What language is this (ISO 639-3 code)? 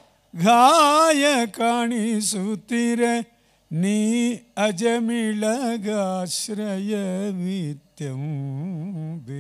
kan